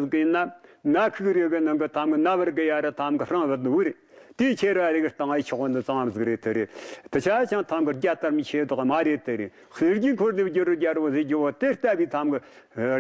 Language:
Tibetan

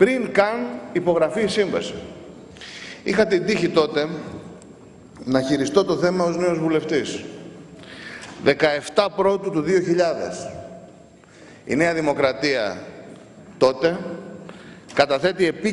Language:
Greek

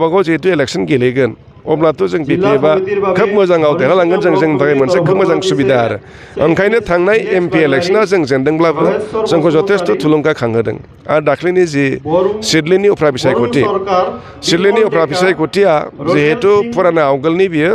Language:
Bodo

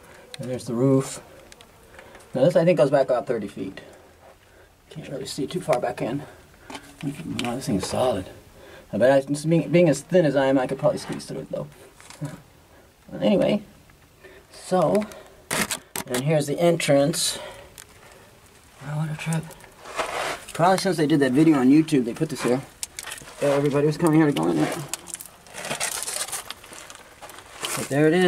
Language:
English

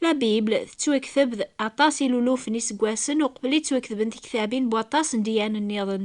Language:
Kabyle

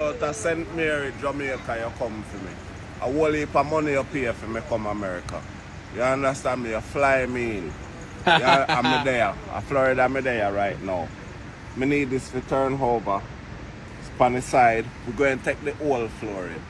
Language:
Jamaican Creole English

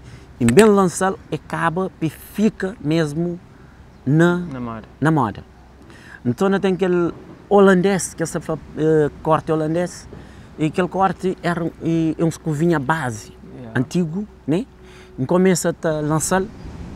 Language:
Kabuverdianu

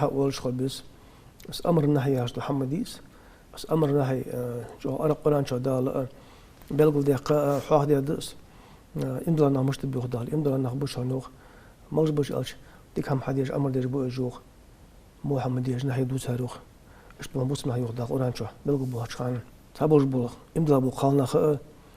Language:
Ingush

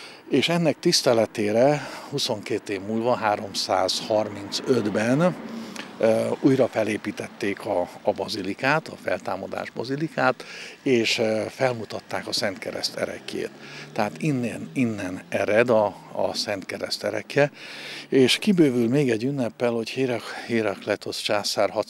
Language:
Hungarian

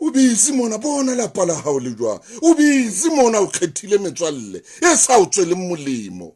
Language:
Southern Sotho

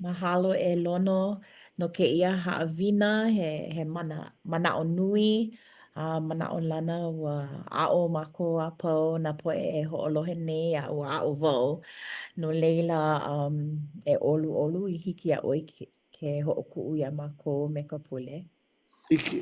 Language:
Hawaiian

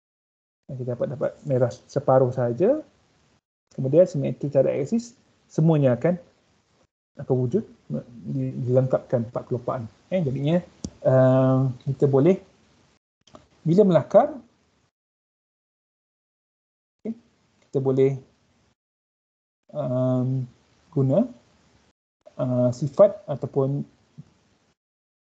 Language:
Malay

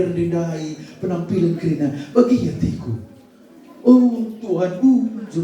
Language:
Batak Karo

